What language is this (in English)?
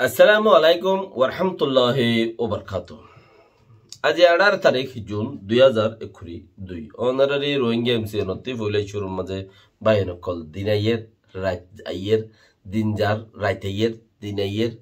Rohingya